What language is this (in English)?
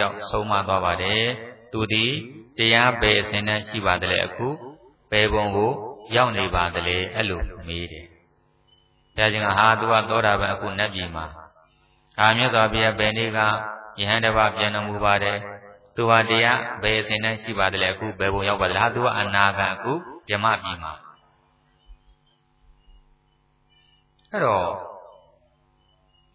Burmese